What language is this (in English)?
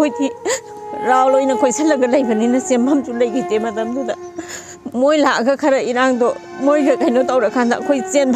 Manipuri